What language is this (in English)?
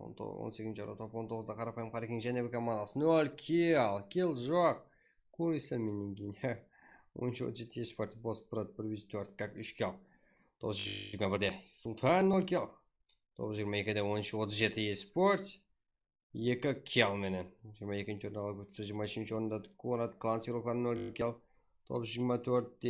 Kara-Kalpak